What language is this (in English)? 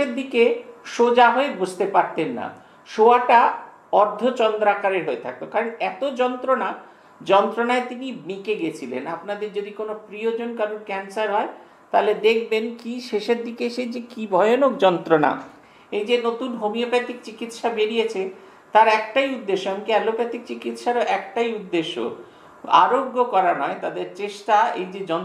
Bangla